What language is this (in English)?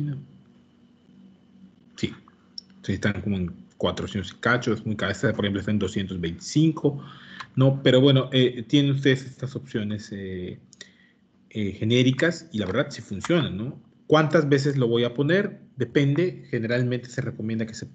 Spanish